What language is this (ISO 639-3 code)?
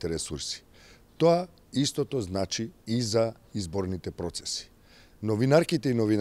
mkd